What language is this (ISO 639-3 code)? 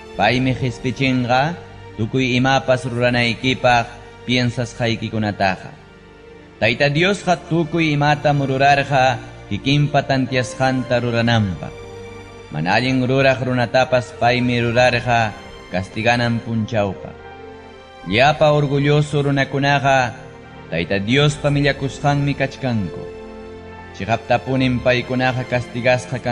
quy